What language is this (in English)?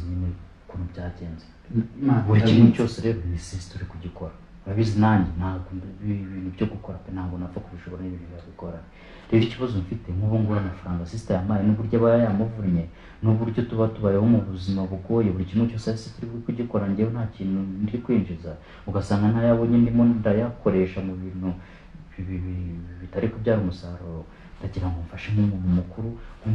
Kinyarwanda